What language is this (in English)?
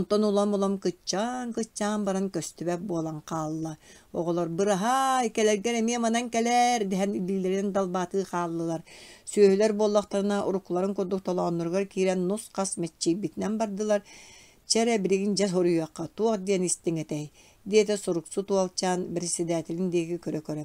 Yakut